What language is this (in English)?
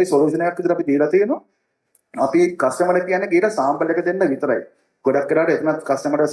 Sinhala